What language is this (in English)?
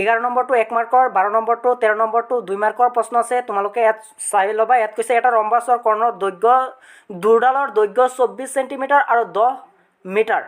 Assamese